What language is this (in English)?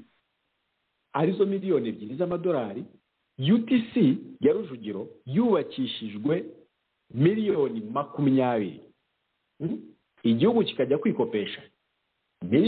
Kinyarwanda